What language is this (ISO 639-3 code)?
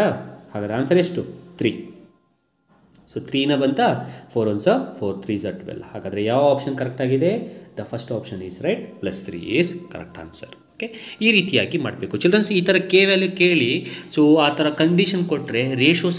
kan